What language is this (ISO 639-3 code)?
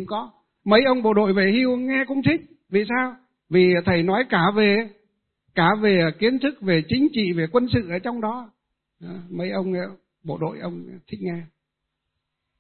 vie